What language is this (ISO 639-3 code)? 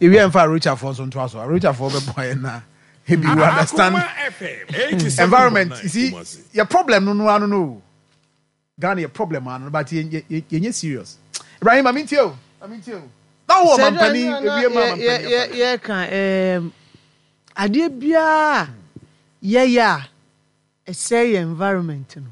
aka